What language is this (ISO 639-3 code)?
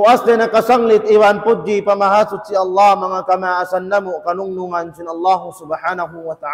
tsg